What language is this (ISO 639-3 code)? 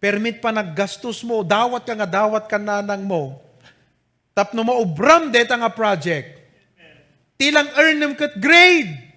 ilo